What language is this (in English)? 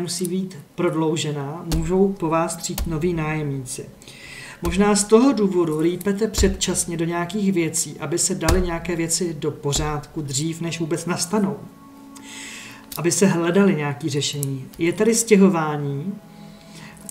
Czech